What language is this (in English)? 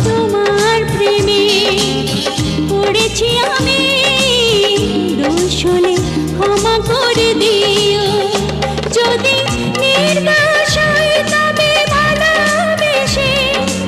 Bangla